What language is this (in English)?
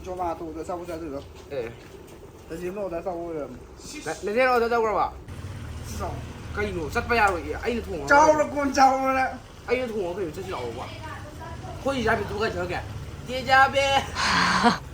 Manipuri